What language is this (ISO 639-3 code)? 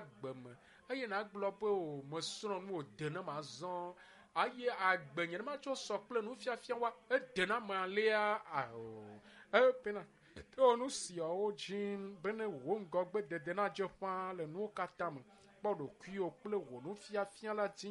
ewe